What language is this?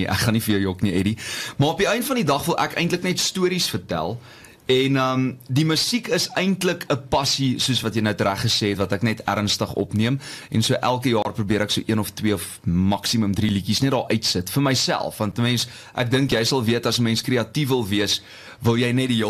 Afrikaans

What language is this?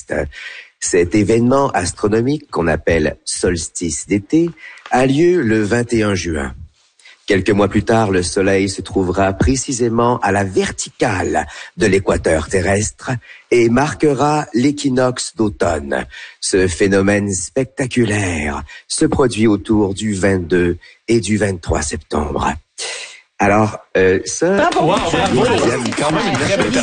French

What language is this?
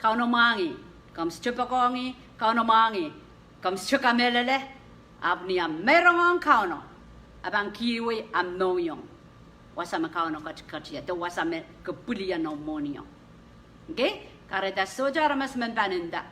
Pohnpeian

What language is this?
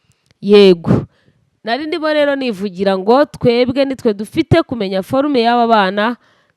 Kinyarwanda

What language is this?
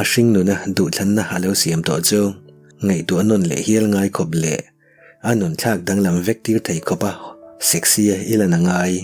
Mizo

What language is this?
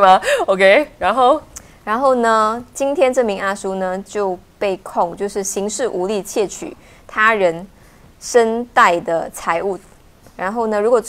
Chinese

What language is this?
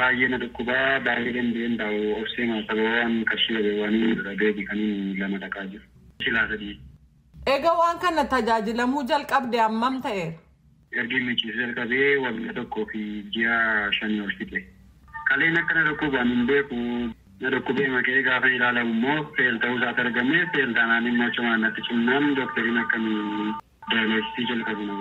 Oromo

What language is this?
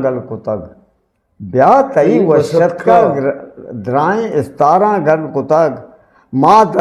Eastern Balochi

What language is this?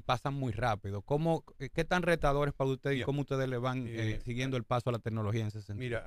Spanish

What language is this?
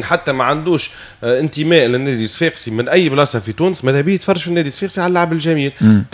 Tunisian Arabic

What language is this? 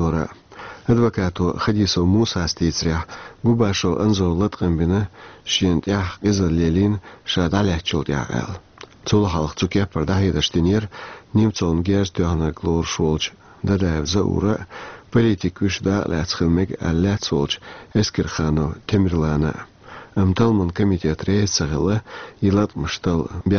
Chechen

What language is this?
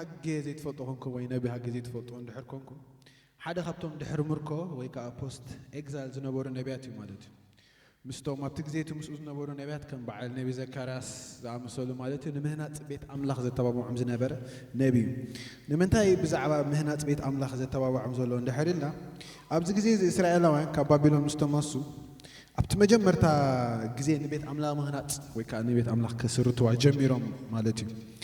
Tigrinya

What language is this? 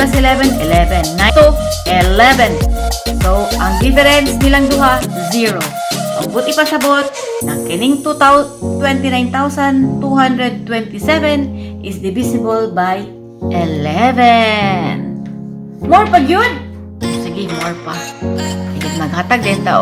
Cebuano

